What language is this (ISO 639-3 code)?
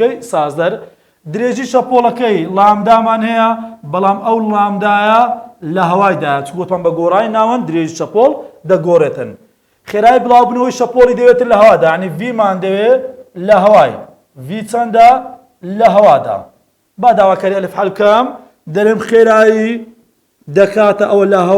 ckb